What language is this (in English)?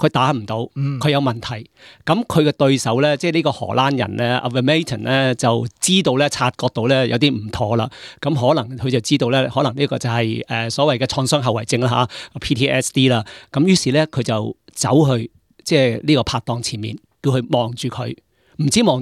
Cantonese